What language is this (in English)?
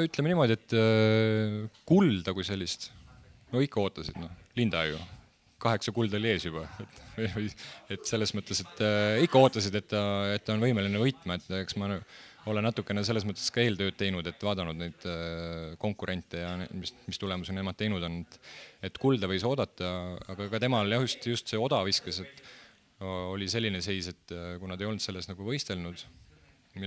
Estonian